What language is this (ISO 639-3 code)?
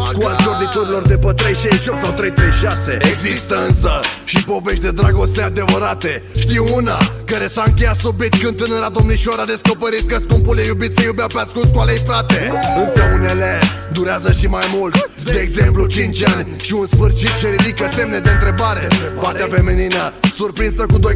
ron